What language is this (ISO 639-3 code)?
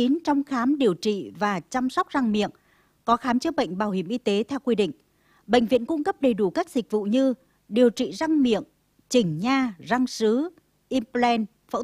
vie